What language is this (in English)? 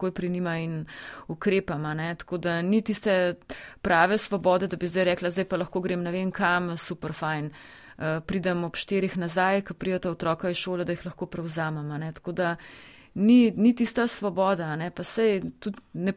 Slovenian